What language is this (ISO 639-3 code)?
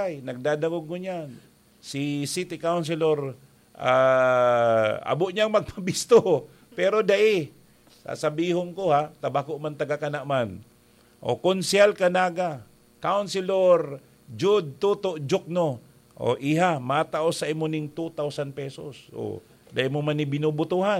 bik